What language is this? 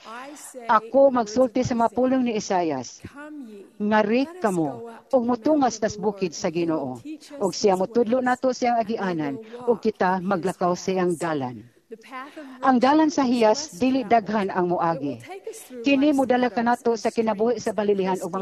Cebuano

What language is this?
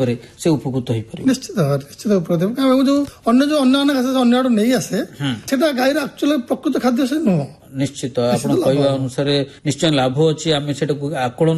Odia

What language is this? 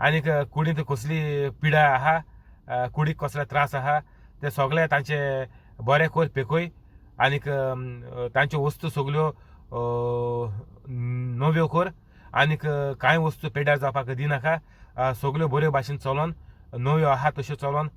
Konkani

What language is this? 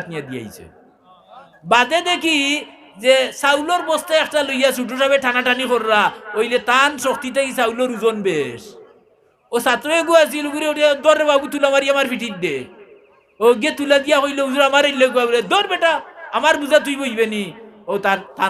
Sylheti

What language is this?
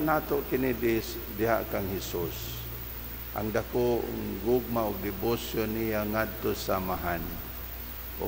Cebuano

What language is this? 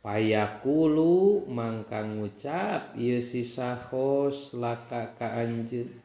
Sundanese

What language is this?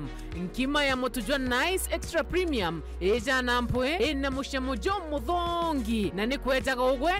Meru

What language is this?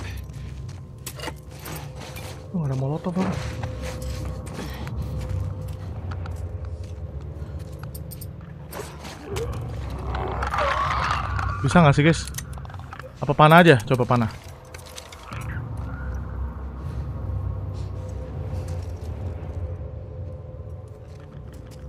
Indonesian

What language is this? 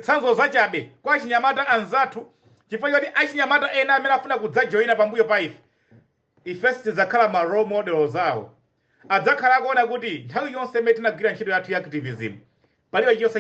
Nyanja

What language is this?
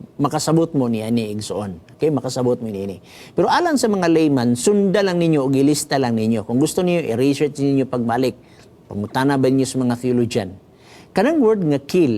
Cebuano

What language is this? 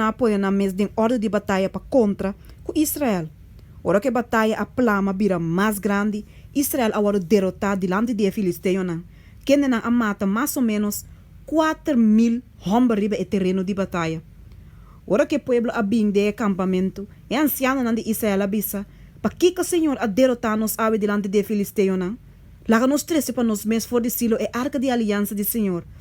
Papiamento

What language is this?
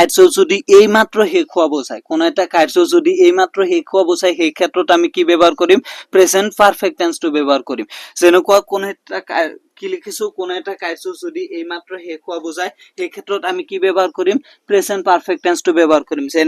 Assamese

